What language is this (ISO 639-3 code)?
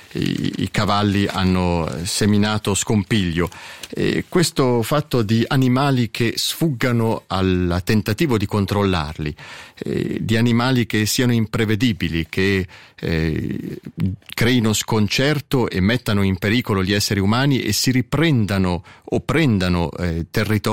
ita